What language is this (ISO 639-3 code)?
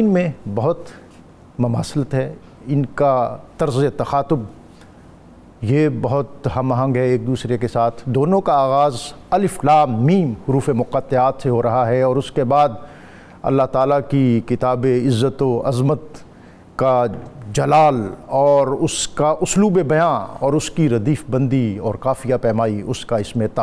urd